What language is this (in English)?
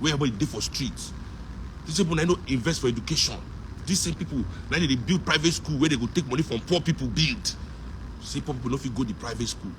Nigerian Pidgin